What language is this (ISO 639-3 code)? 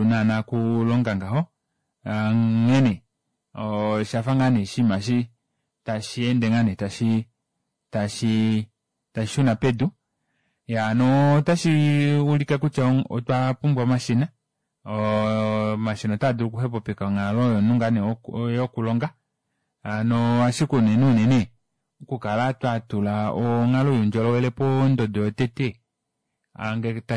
kua